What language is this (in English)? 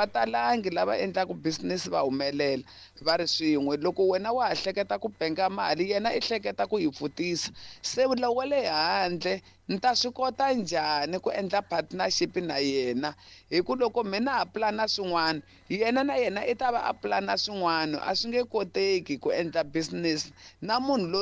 Tsonga